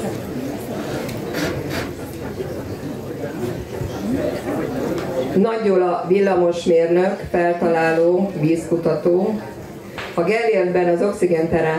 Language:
Hungarian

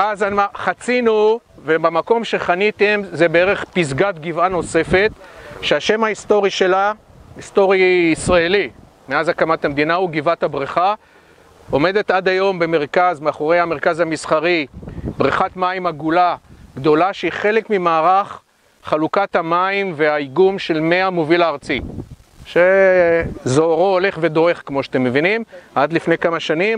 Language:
Hebrew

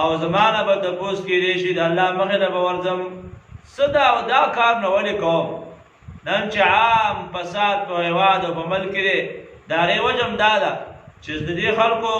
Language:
Pashto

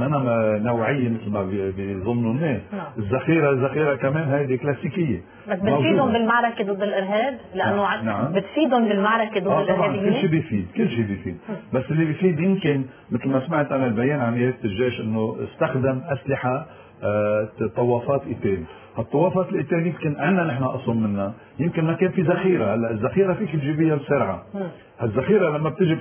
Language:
North Levantine Arabic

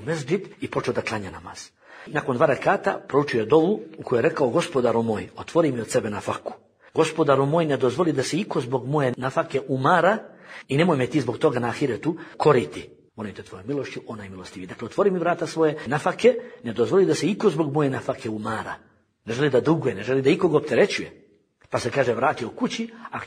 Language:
Bosnian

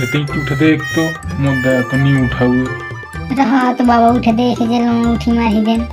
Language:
Chhattisgarhi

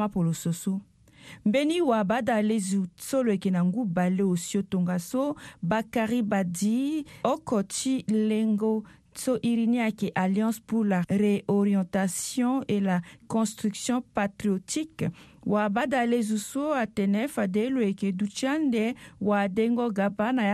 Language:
Sango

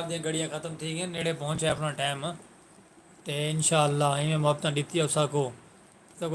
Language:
Saraiki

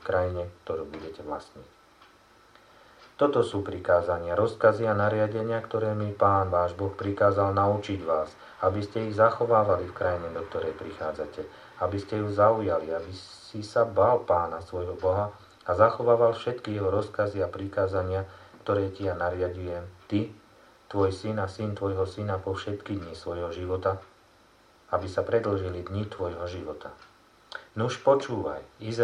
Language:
Slovak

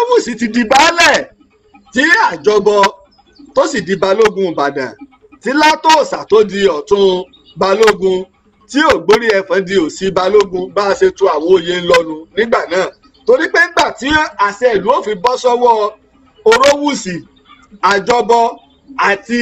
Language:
Yoruba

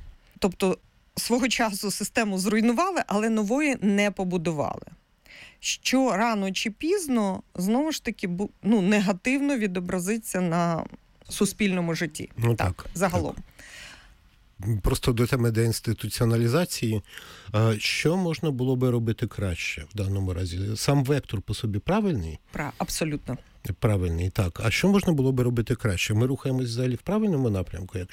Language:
Ukrainian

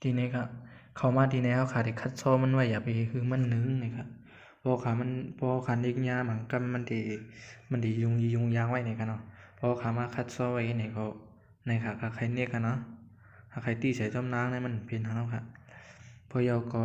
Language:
Shan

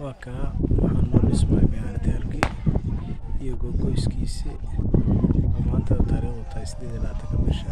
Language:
Somali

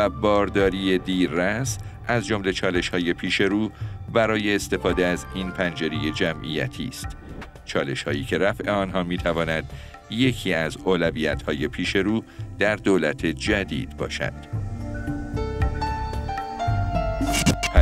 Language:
Persian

